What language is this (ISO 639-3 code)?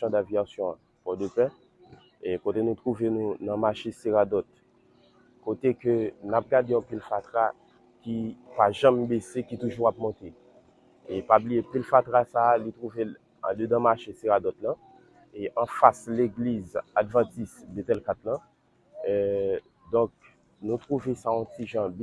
hat